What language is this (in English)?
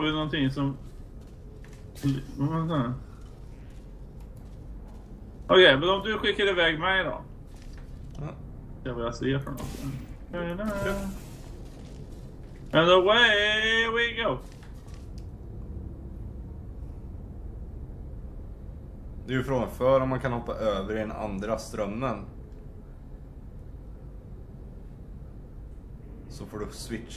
Swedish